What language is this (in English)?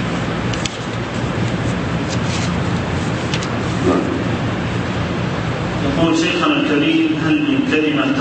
Arabic